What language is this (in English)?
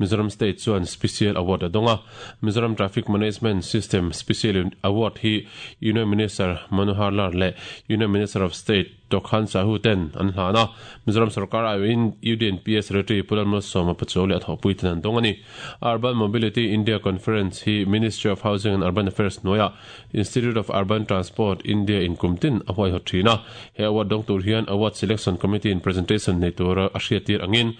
Mizo